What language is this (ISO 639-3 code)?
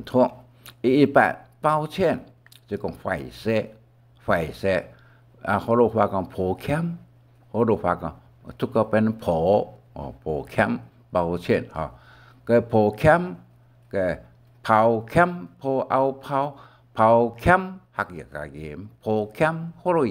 hak